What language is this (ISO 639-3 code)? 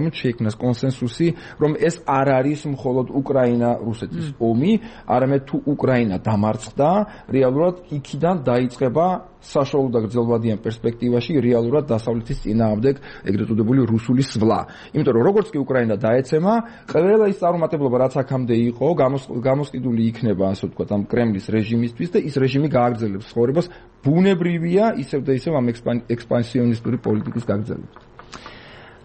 kat